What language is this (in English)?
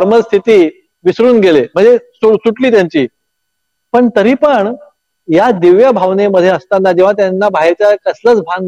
Marathi